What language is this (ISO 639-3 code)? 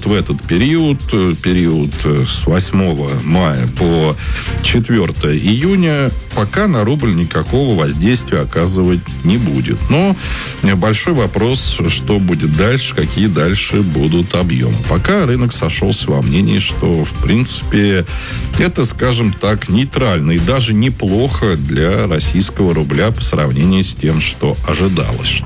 rus